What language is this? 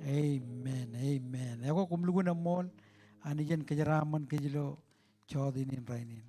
Marshallese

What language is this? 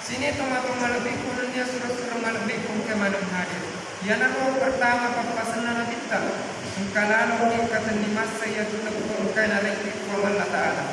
Buginese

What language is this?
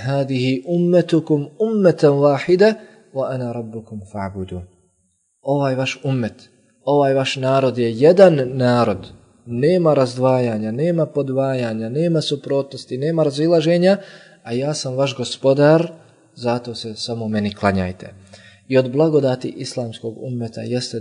Bosnian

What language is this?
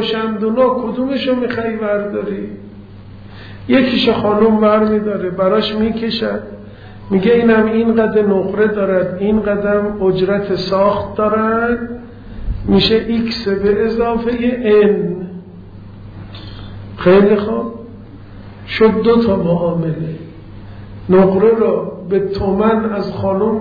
Persian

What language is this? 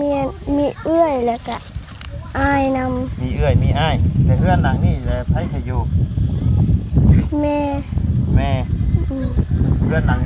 Lao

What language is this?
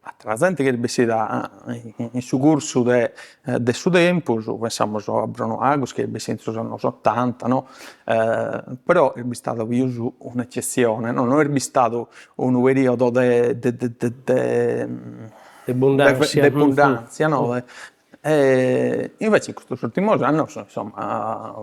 Sardinian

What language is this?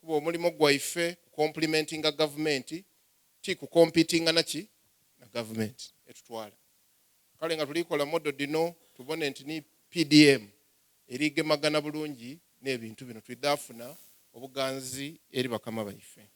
Soga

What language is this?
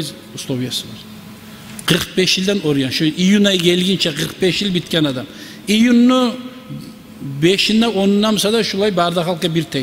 Kumyk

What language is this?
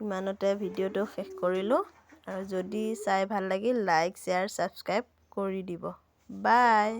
Assamese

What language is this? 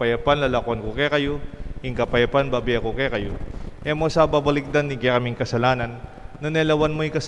Pampanga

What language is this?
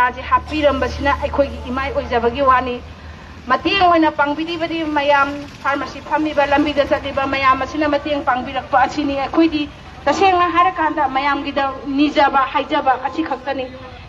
Manipuri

